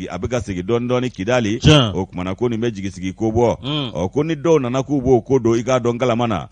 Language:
Bambara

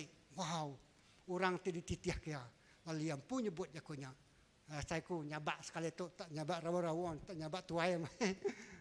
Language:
Iban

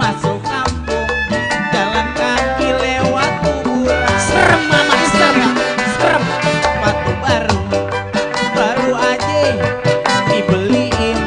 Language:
Betawi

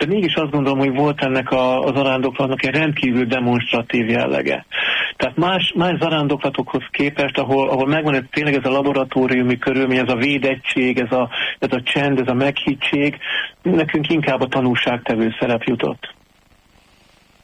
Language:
Hungarian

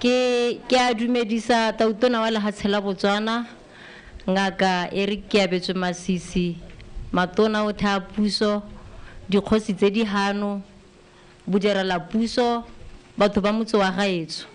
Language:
Tswana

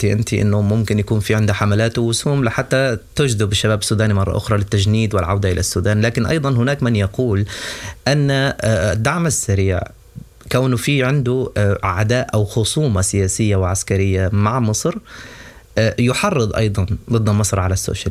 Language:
Sudanese Arabic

